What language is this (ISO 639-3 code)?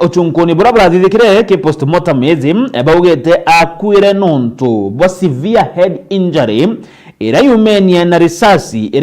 mer